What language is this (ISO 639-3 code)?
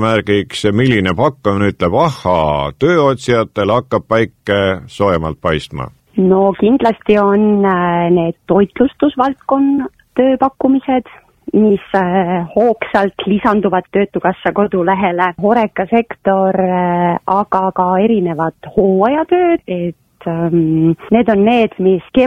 est